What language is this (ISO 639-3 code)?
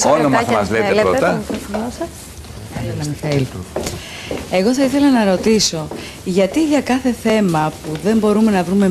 ell